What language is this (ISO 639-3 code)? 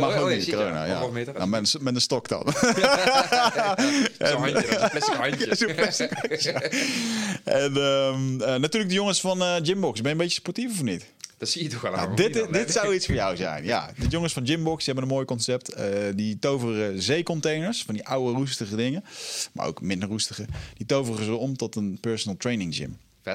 nld